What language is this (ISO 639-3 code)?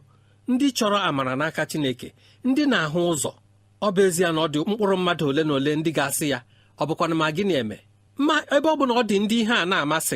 ibo